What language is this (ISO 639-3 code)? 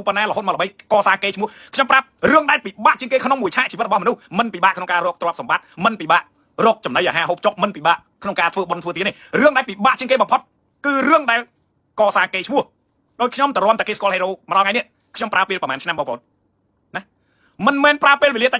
khm